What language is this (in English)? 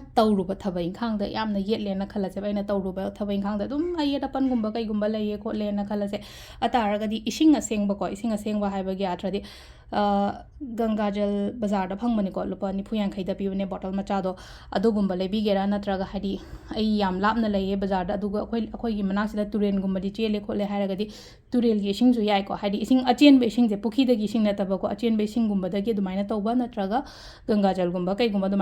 Manipuri